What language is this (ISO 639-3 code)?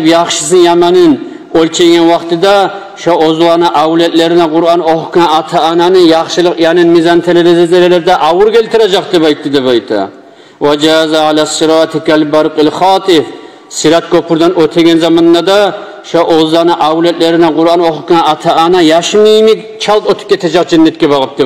kum